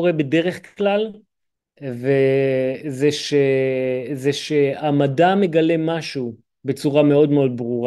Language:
Hebrew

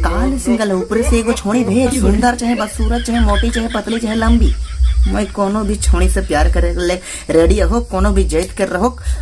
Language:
Sadri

